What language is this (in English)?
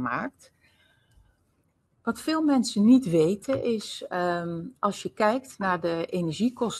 Dutch